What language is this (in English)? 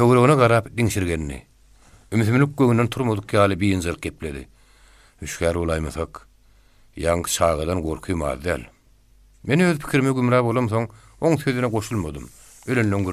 Turkmen